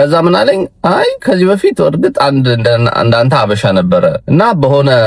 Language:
Amharic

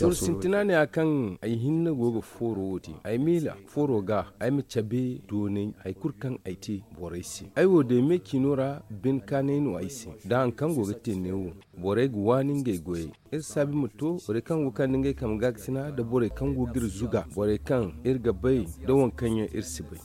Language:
Zarma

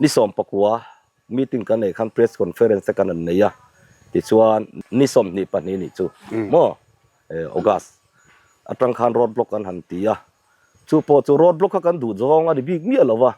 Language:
Mizo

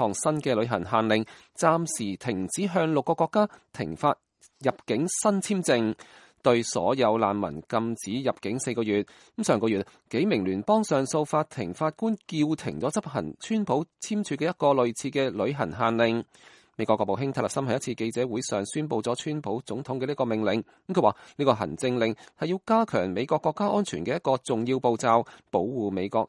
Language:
Cantonese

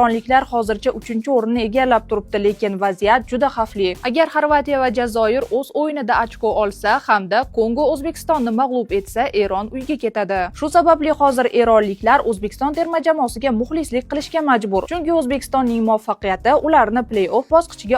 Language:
Uzbek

